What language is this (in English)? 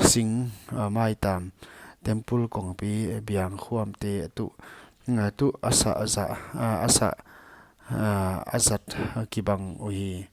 Paite Chin